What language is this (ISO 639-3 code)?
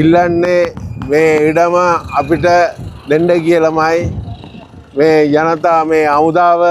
sin